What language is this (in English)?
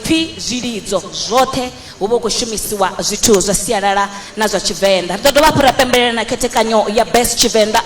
Venda